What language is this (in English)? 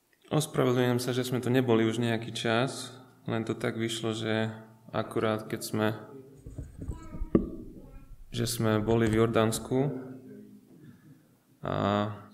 Slovak